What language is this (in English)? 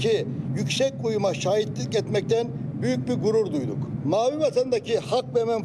Turkish